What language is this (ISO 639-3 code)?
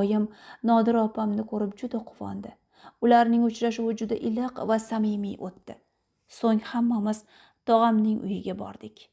uzb